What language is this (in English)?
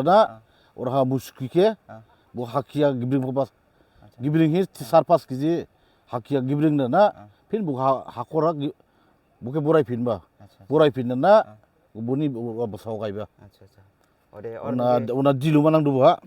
Dimasa